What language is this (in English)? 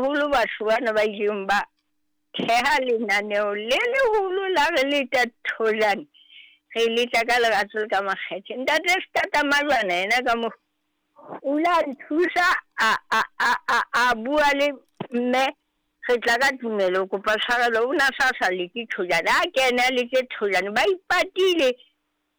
Southern Sotho